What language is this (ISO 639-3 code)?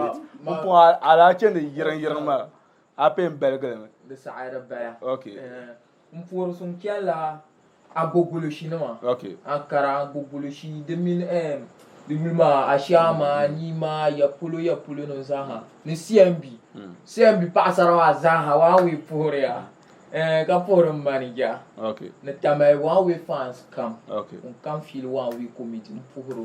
dag